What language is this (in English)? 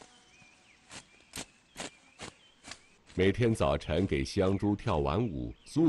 Chinese